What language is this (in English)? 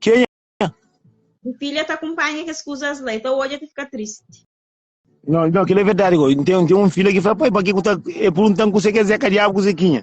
Kabuverdianu